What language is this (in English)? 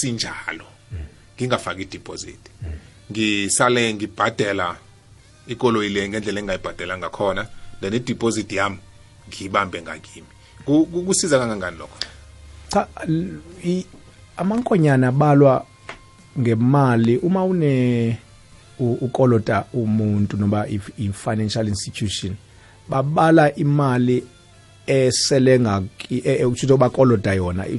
South Ndebele